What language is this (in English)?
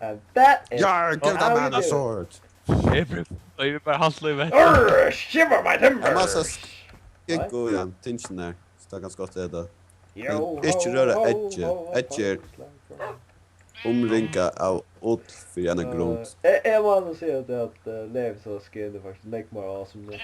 Faroese